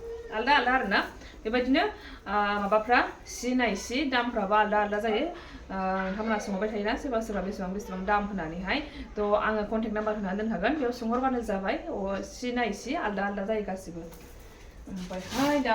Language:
Bodo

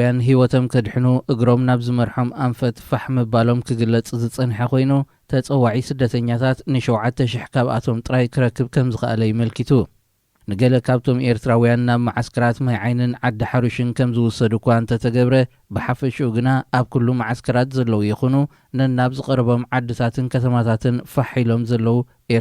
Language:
Tigrinya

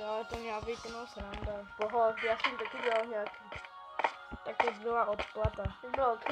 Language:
Czech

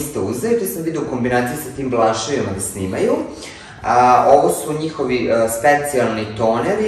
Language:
Serbian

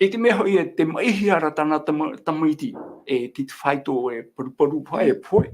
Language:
Tahitian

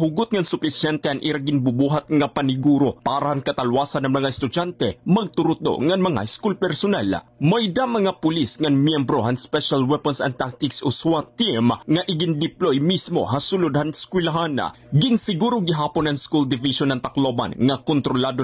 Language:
Waray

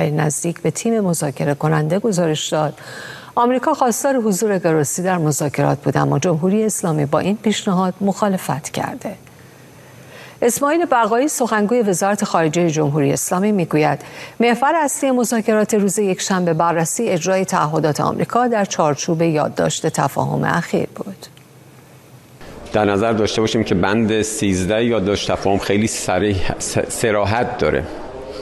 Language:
Persian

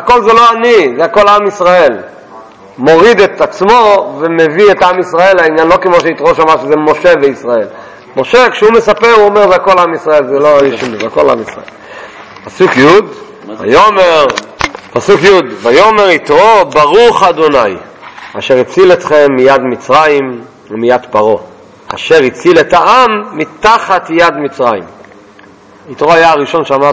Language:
Hebrew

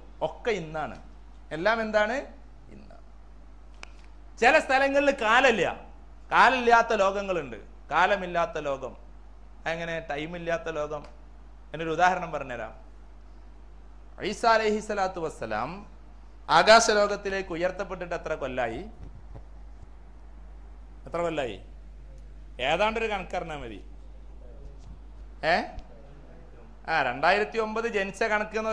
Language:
Malayalam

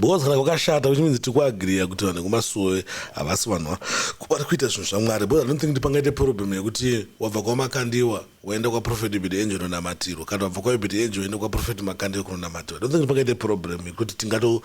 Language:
Shona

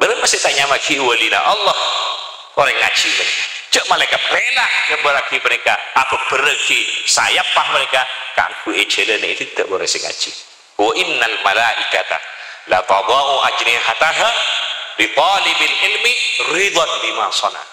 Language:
Madurese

